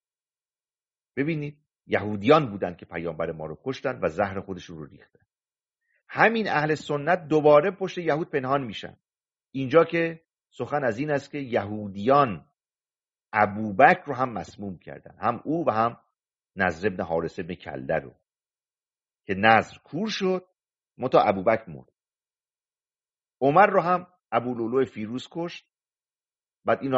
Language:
Persian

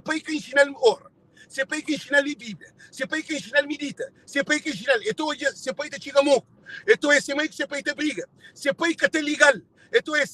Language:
Kabuverdianu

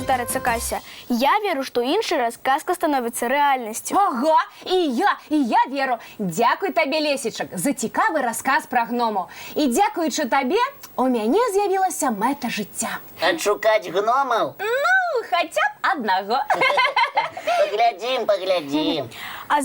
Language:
Belarusian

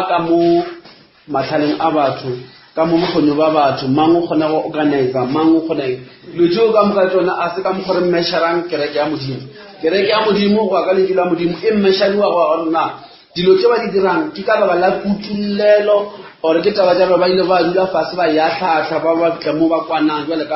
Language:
Northern Sotho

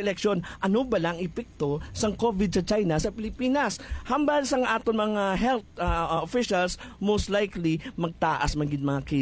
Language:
Hiligaynon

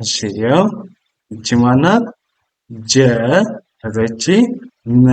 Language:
Amharic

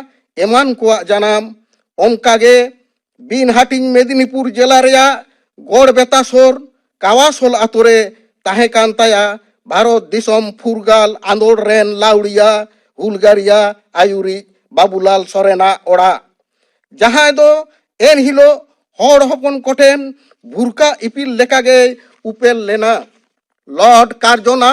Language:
Santali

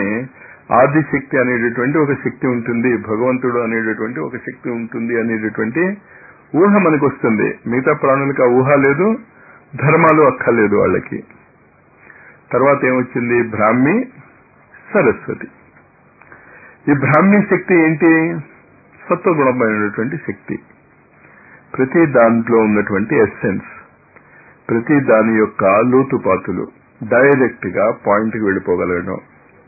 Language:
Telugu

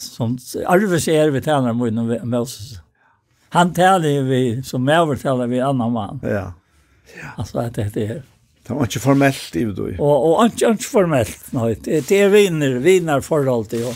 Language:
Faroese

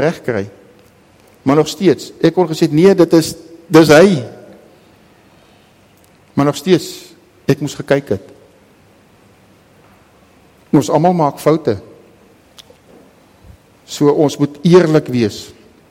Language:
Afrikaans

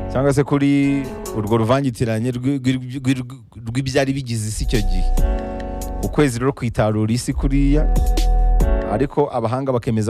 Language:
Kinyarwanda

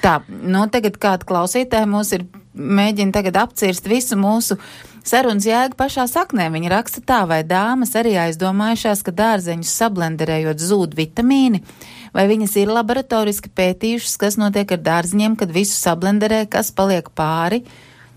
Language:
Latvian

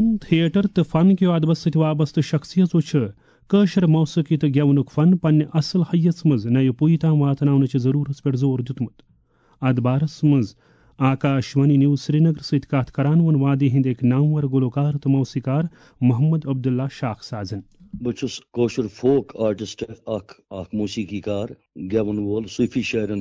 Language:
Kashmiri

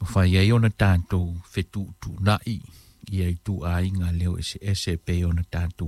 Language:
Samoan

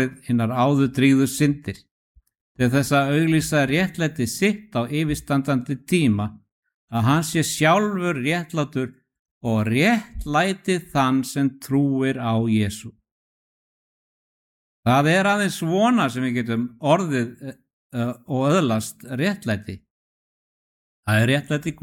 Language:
Icelandic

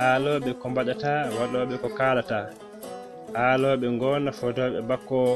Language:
Fula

